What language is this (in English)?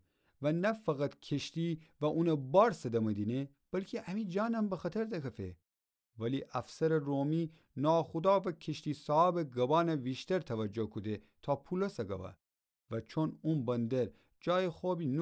Gilaki